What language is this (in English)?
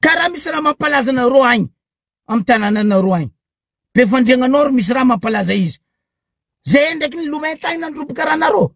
Malagasy